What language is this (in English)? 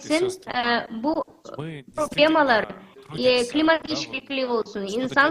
Gagauz